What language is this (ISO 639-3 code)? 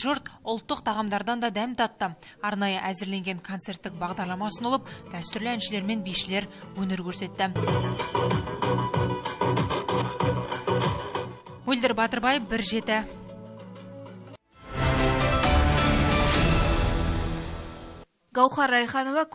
kaz